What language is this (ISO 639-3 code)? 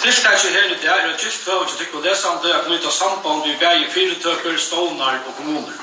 fao